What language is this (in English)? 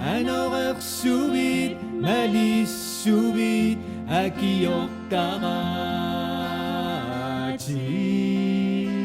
Kalaallisut